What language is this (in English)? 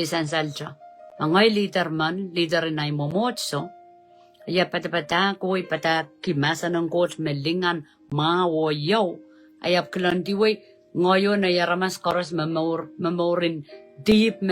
Pohnpeian